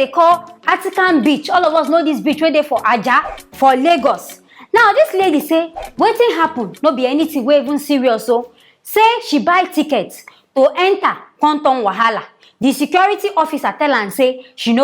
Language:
Nigerian Pidgin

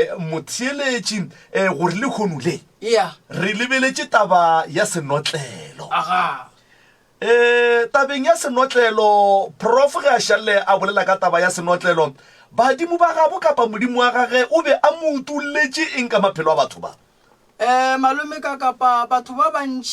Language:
Northern Sotho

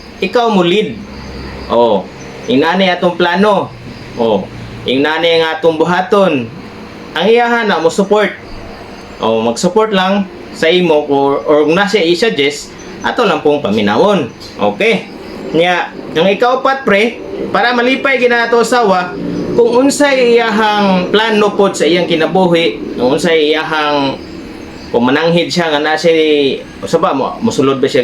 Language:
Cebuano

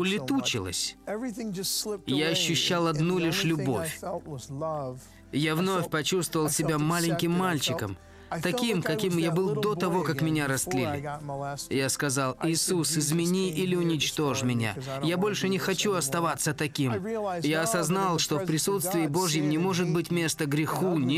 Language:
Russian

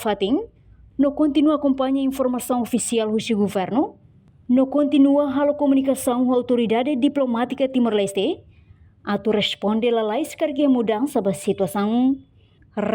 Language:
Tetum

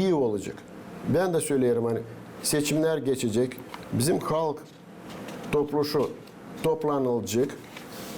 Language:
Gagauz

